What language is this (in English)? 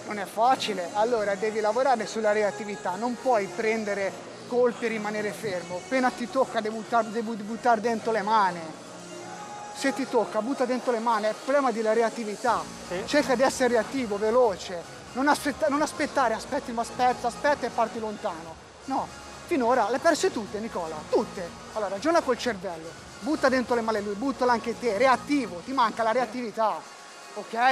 Italian